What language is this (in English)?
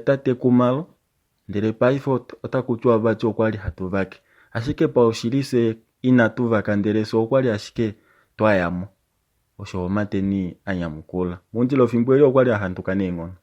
Kuanyama